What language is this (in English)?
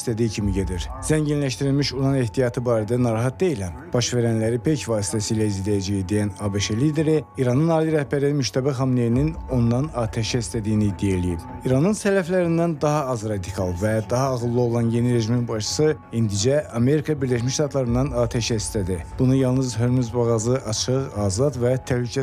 Azerbaijani